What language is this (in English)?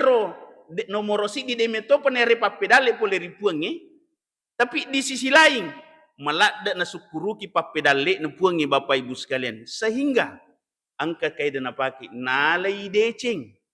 Buginese